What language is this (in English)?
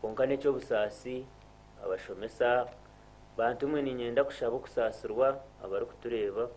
Nyankole